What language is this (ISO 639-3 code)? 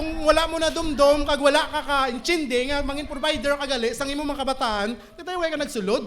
hil